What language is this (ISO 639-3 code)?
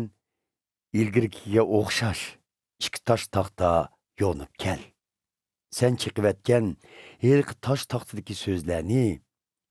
uig